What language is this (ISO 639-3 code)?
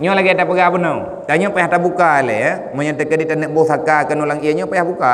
ace